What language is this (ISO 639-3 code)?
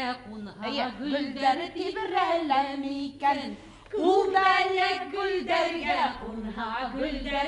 bak